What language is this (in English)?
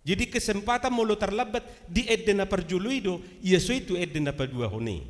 Batak Toba